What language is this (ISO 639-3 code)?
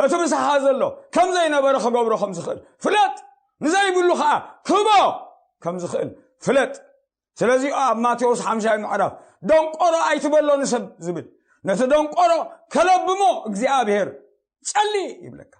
tir